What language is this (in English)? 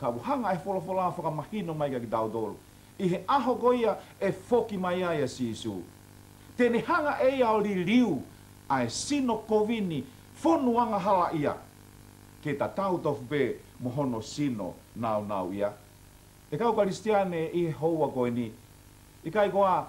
Tongan